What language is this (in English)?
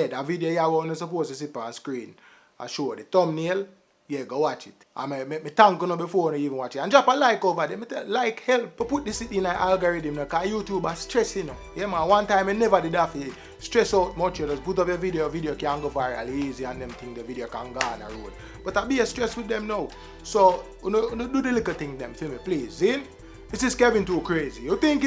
Jamaican Creole English